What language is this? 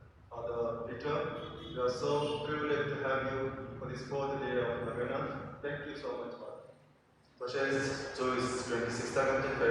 Konkani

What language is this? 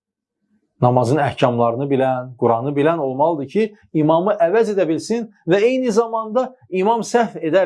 Azerbaijani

